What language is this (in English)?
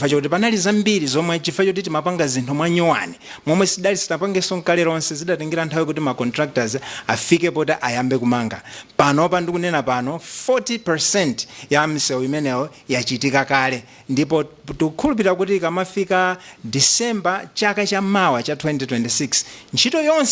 Nyanja